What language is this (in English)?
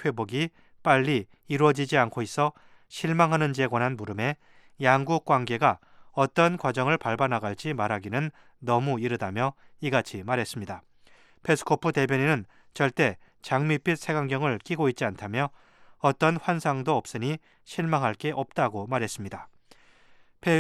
Korean